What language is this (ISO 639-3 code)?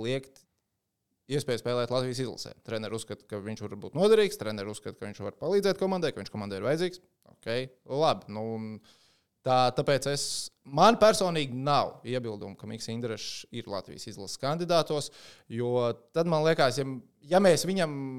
lav